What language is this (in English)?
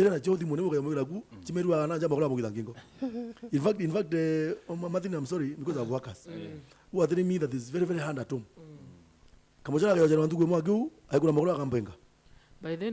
Meru